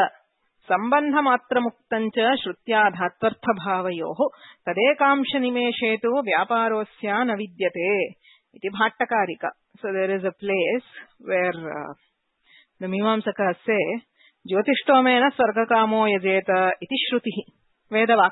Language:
Sanskrit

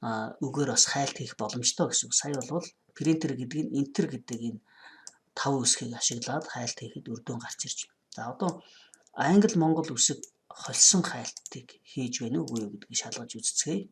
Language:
Mongolian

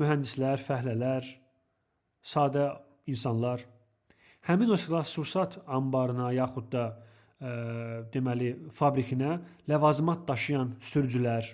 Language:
Azerbaijani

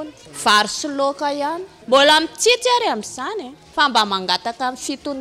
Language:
Malagasy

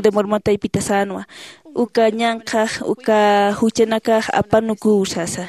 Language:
Aymara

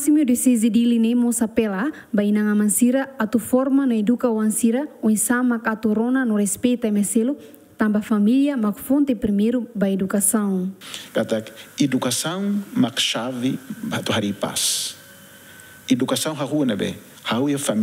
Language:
Tetum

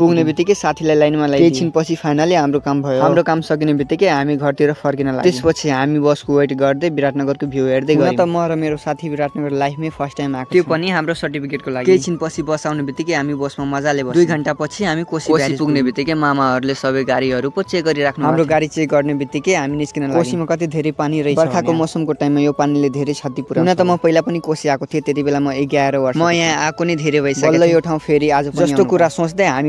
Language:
Nepali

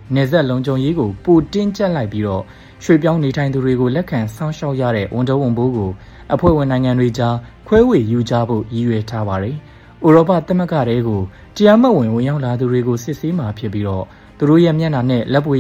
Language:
Burmese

